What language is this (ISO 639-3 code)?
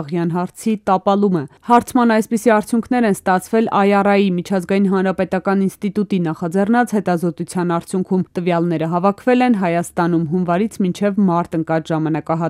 hye